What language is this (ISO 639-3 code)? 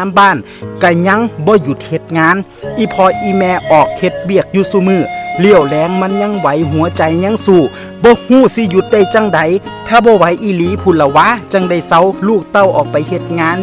tts